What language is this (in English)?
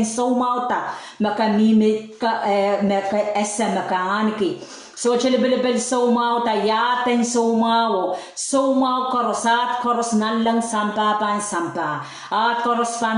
Pohnpeian